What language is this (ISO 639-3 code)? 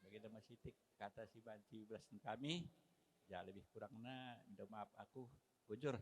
btx